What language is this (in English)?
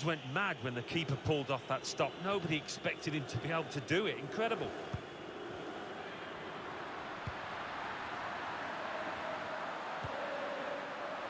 English